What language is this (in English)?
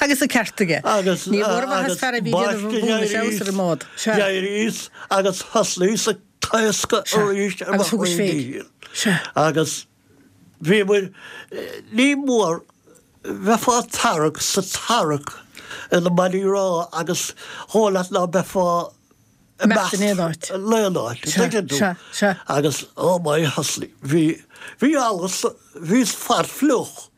Irish